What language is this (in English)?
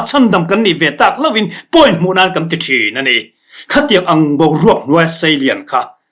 Mizo